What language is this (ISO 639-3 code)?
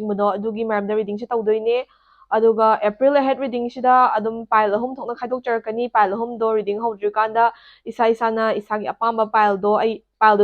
mni